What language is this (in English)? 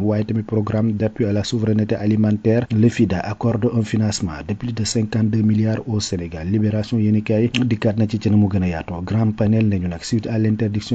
Wolof